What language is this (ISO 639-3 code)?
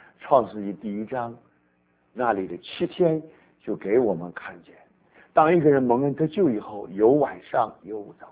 zho